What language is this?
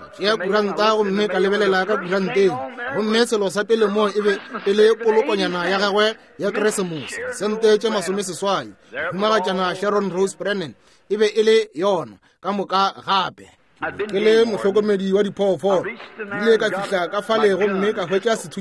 Northern Sotho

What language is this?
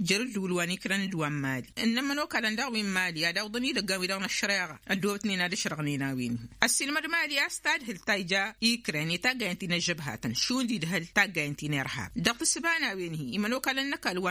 Tamasheq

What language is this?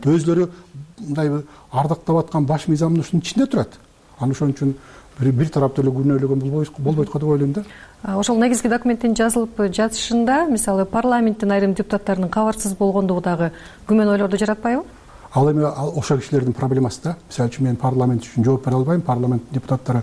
Kyrgyz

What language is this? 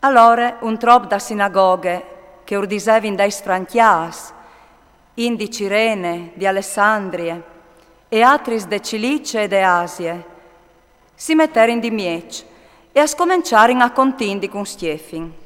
Friulian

